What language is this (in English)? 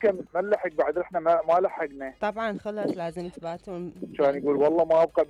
Mesopotamian Arabic